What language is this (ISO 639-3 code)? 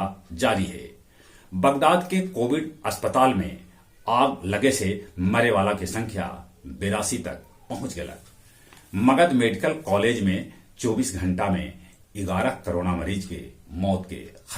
mag